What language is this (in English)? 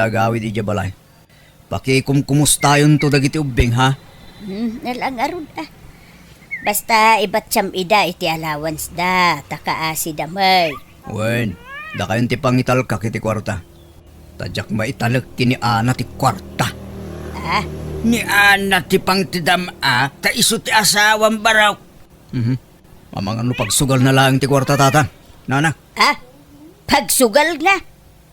Iloko